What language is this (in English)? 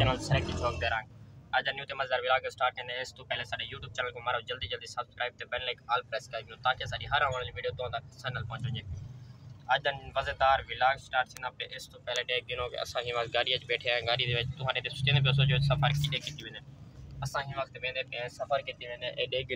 Saraiki